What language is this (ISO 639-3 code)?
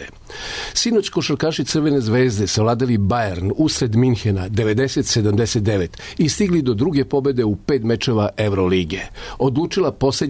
srp